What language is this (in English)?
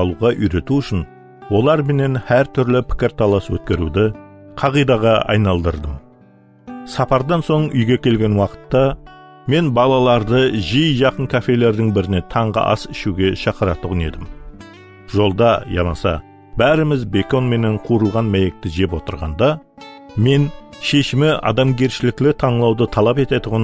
Kara-Kalpak